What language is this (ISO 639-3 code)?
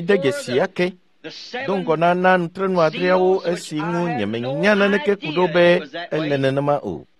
ewe